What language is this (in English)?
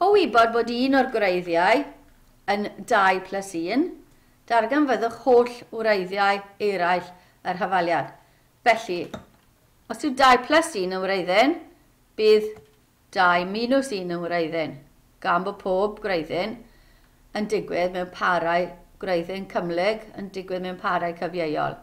Welsh